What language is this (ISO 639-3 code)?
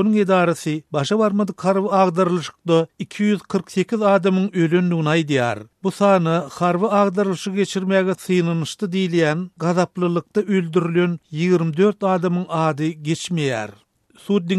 tuk